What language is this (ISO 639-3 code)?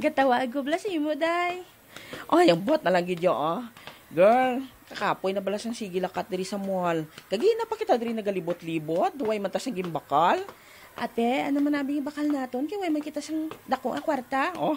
hil